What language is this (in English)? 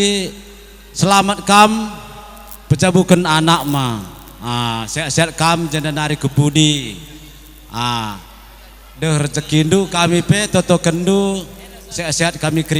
Batak Karo